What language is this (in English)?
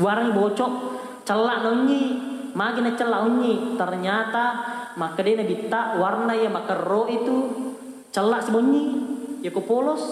Buginese